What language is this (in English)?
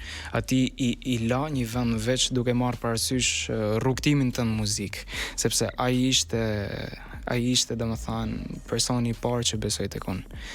Albanian